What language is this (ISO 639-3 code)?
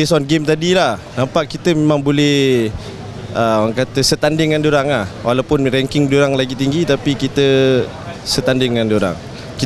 msa